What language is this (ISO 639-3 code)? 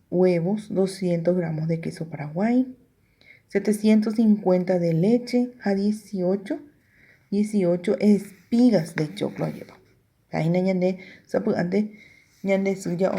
grn